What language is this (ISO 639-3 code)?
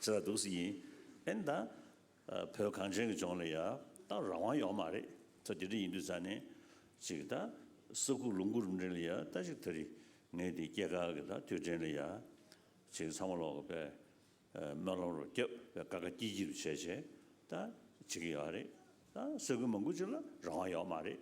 bod